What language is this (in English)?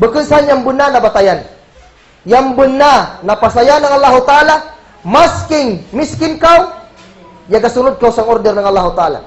Kagan Kalagan